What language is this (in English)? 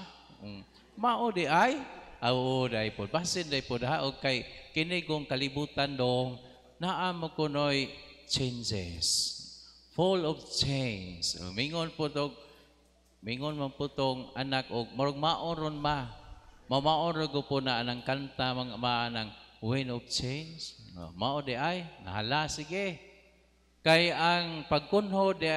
Cebuano